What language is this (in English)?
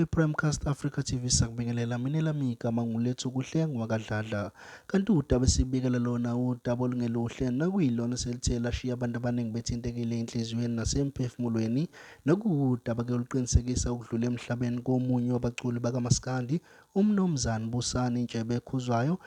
Zulu